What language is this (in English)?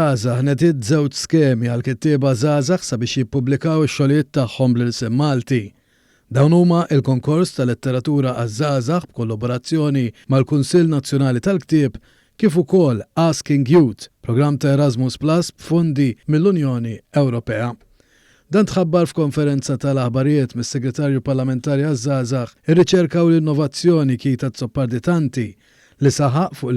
Maltese